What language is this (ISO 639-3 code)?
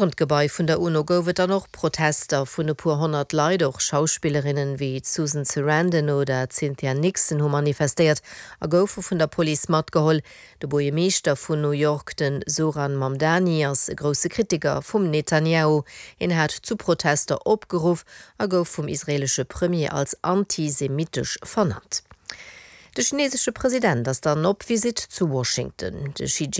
ltz